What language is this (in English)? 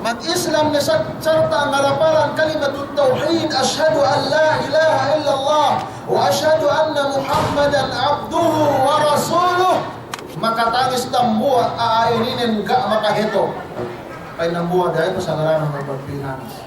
Yakan